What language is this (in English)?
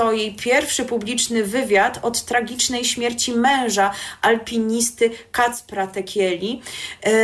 Polish